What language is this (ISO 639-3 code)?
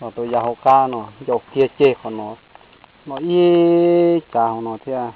hmn